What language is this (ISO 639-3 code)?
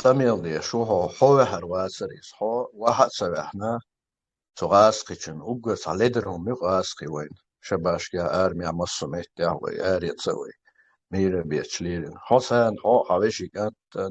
che